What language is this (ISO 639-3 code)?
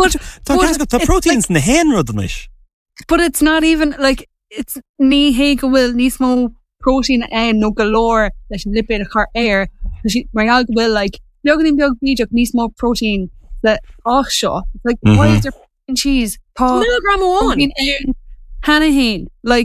gle